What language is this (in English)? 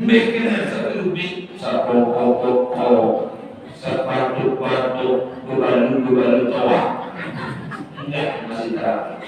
Sasak